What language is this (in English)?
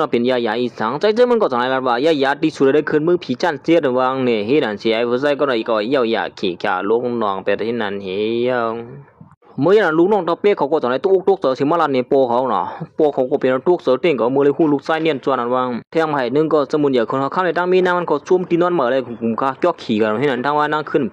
Shan